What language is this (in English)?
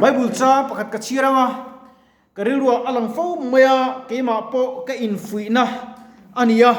Mizo